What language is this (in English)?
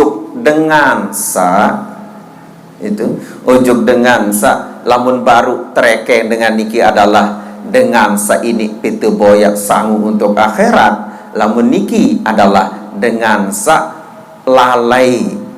Sasak